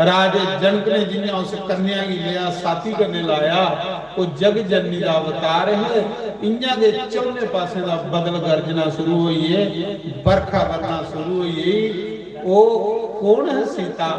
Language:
Dogri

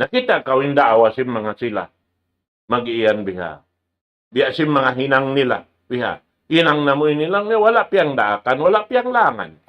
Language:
Tausug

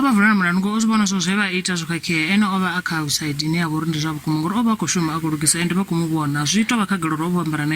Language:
Venda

